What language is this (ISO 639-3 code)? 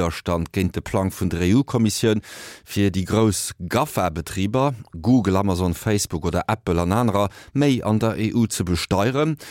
ltz